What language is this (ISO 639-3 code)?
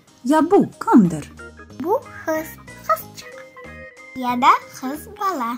crh